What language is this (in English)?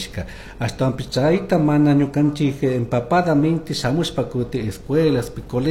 Chimborazo Highland Quichua